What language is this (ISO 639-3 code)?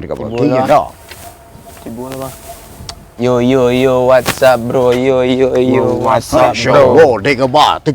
min